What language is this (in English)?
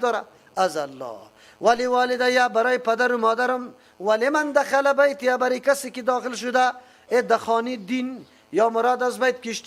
Persian